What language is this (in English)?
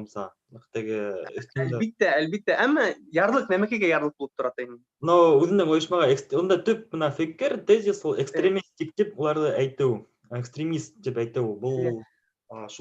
Bashkir